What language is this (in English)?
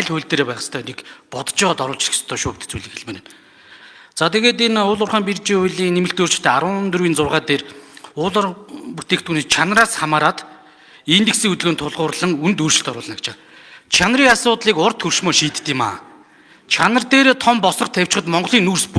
Mongolian